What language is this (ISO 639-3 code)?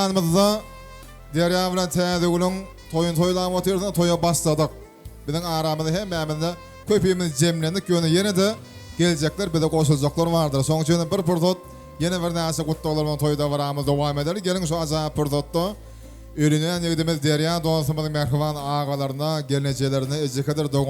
tuk